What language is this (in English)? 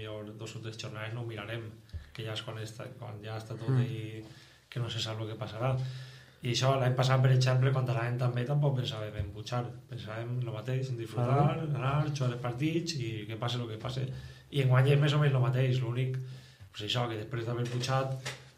Catalan